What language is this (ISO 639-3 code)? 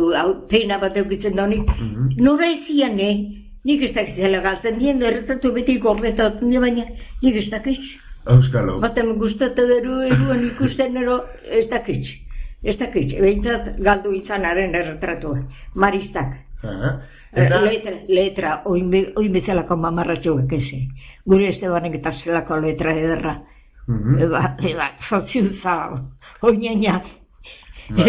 eus